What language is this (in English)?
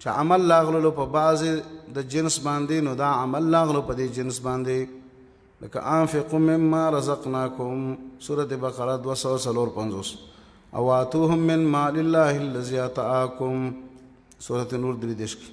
Pashto